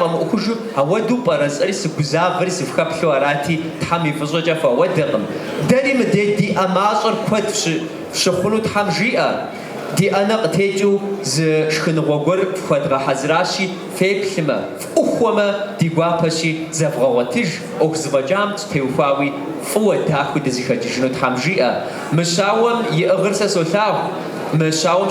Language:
Kabardian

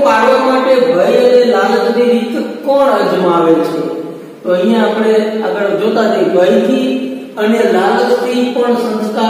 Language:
Gujarati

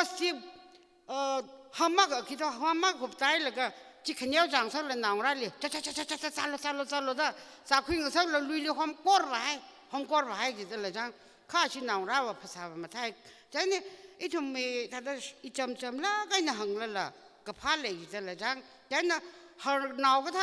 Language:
Tangkhul Naga (India)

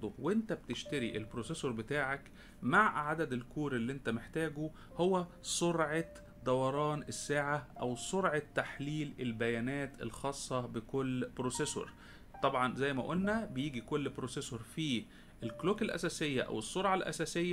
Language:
Egyptian Arabic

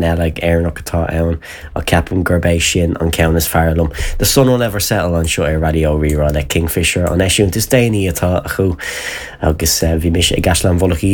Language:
Irish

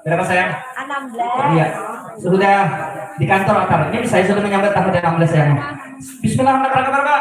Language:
Banjar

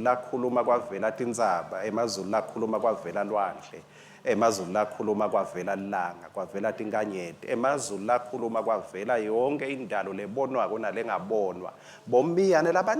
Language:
Swati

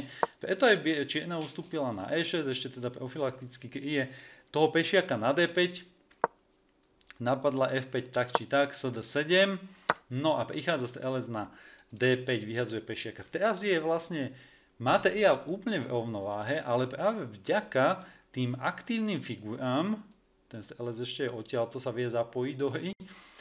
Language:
Slovak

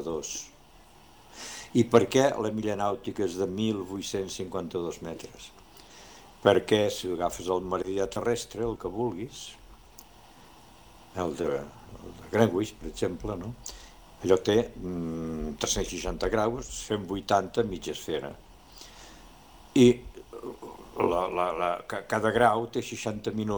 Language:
Catalan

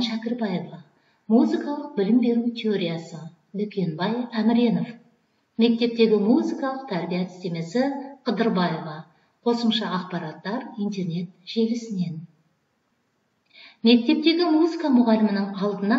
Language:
Kazakh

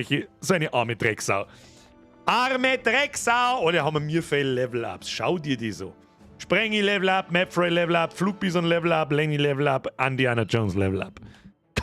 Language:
Bavarian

